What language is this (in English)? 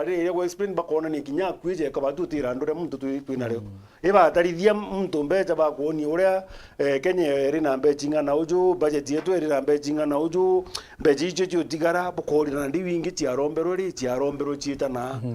Meru